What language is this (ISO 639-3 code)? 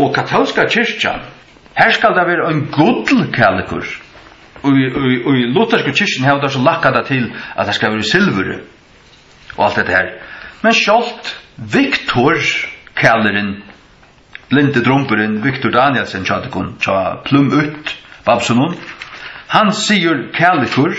fao